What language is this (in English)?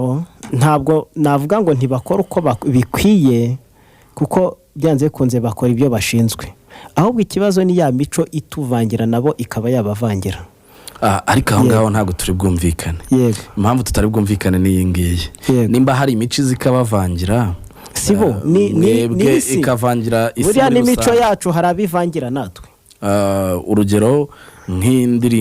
Kinyarwanda